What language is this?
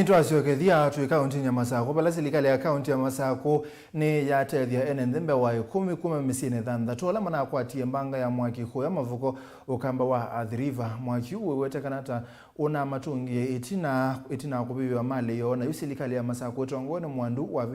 Kamba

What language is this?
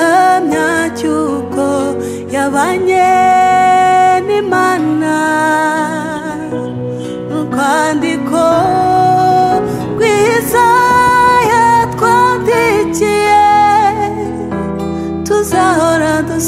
Kinyarwanda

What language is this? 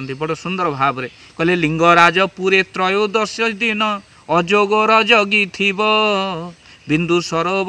Odia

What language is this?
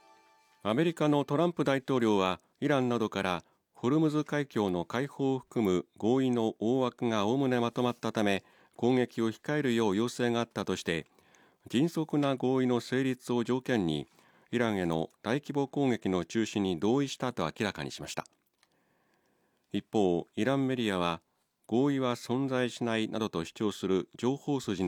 Japanese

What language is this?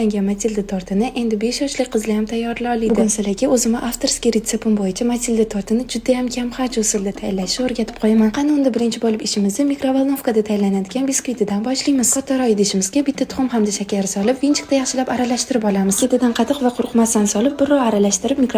Uzbek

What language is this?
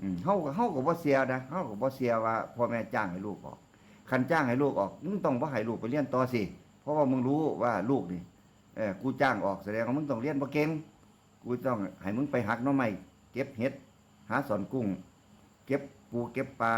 Northeastern Thai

